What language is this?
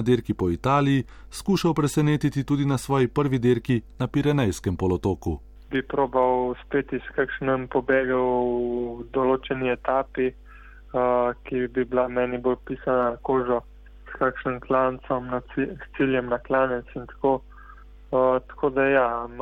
Slovenian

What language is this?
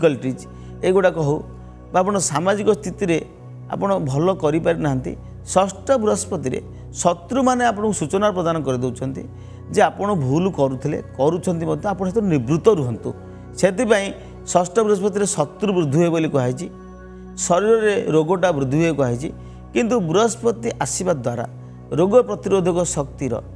Odia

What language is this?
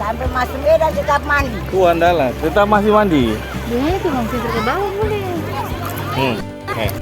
Ambonese Malay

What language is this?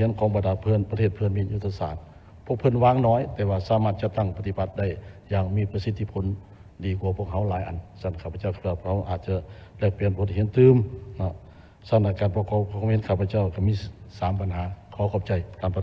Lao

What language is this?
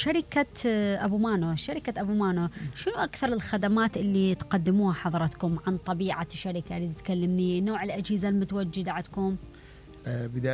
Mesopotamian Arabic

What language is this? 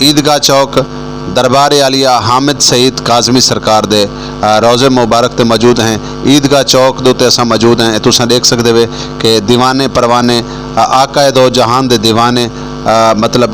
Saraiki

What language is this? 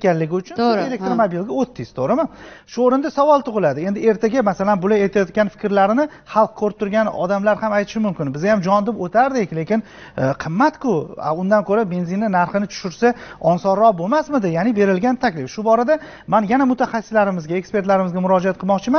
Uzbek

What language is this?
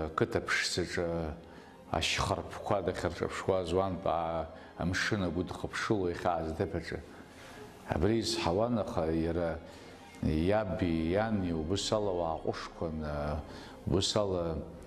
Abkhazian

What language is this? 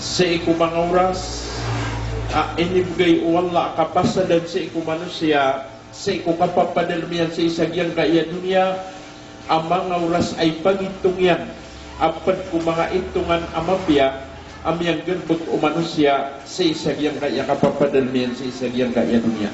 Maranao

